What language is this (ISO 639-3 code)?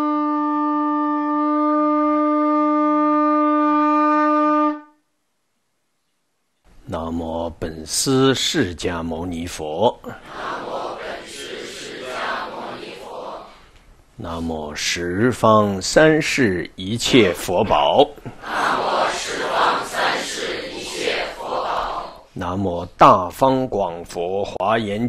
zho